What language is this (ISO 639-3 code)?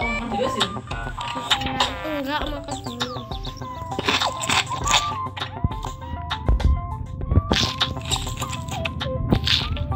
ind